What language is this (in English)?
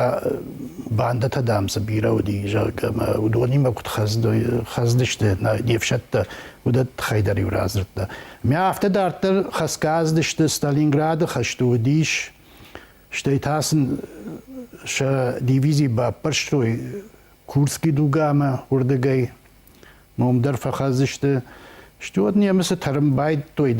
Ossetic